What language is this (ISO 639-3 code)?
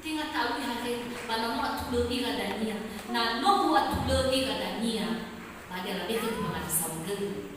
nia